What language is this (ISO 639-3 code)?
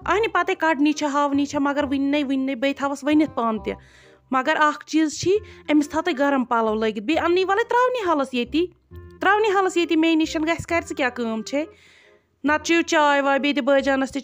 kas